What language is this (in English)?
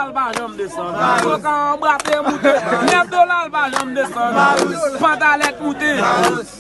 Haitian Creole